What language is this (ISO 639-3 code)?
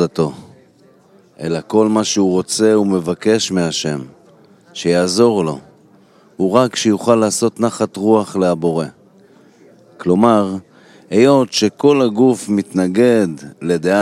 heb